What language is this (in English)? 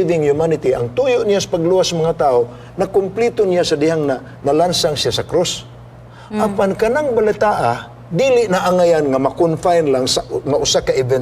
Cebuano